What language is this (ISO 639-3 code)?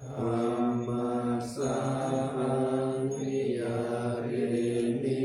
pli